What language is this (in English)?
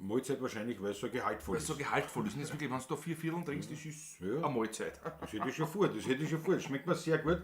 Bavarian